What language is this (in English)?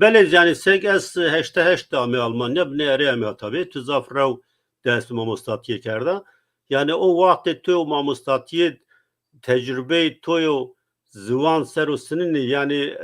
Zaza